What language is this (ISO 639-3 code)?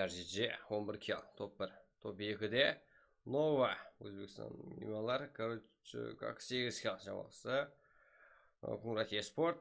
kaa